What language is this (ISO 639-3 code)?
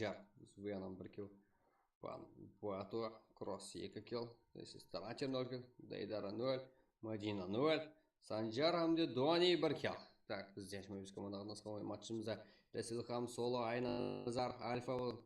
kaa